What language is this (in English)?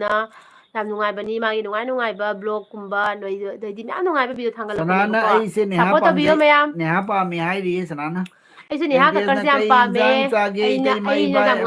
Manipuri